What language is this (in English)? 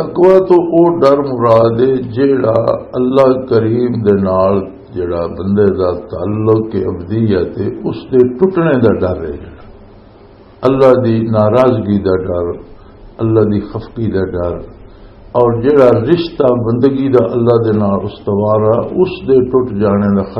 Western Panjabi